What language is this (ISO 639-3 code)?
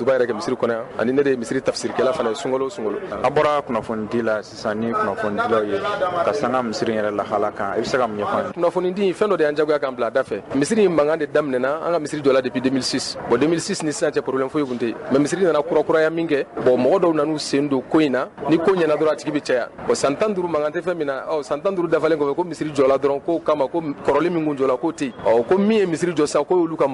bam